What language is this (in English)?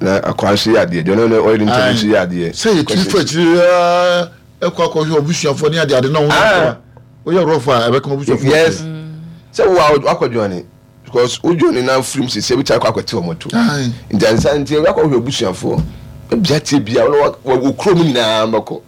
Akan